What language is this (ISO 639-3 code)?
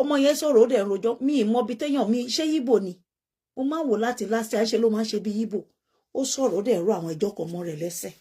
yor